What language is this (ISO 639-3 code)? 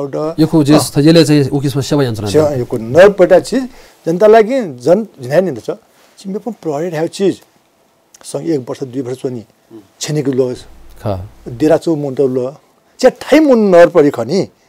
new